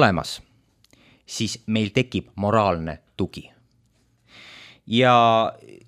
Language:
Estonian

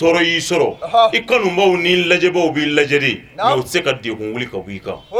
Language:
Bambara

